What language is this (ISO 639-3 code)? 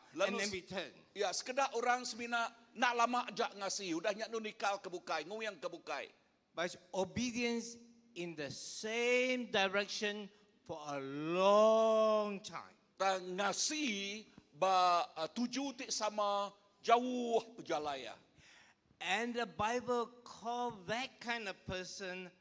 iba